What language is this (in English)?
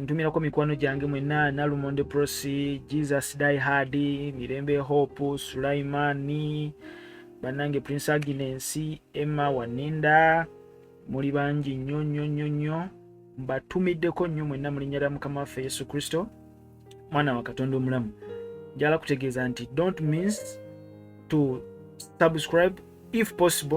Ganda